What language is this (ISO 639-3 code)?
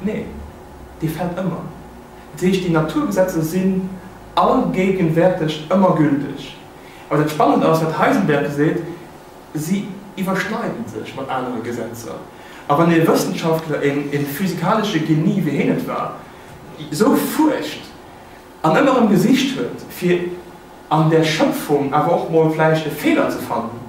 ltz